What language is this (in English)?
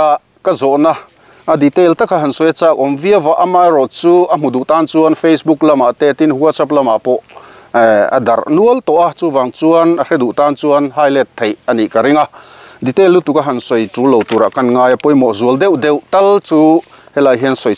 Mizo